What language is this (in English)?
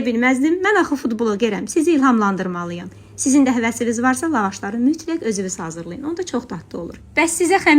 Azerbaijani